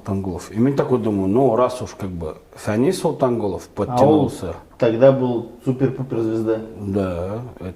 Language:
Bashkir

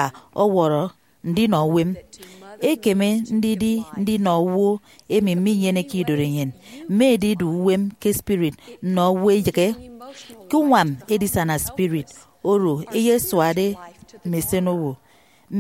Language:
Efik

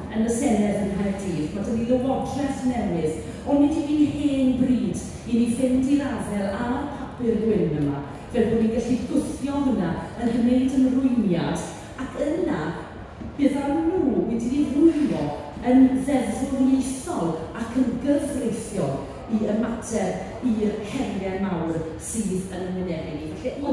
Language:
Welsh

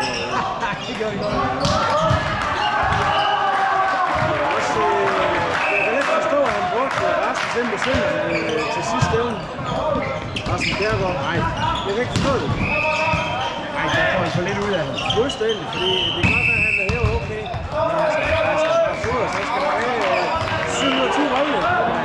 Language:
Danish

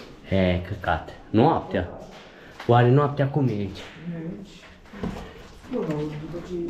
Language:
Romanian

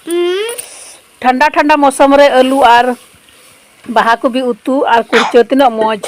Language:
Santali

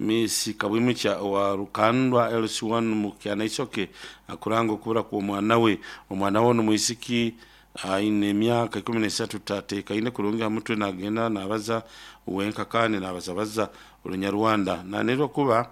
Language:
Nyoro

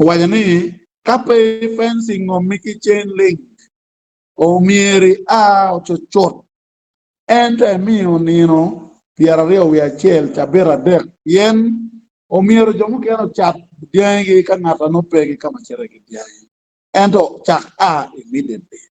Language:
Acoli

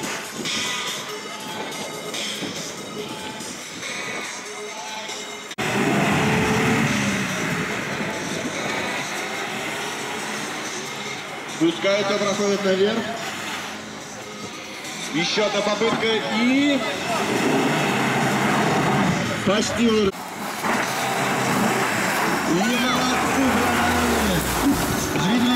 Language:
Russian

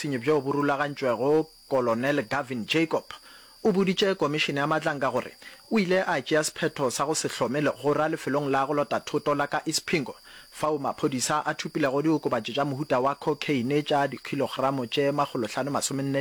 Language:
Northern Sotho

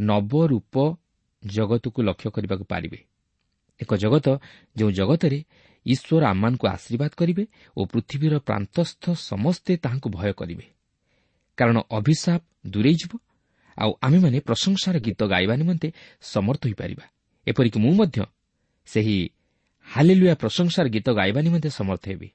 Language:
Odia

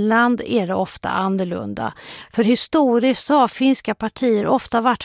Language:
Swedish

